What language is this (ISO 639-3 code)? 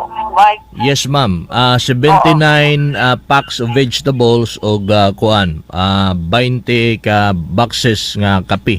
ceb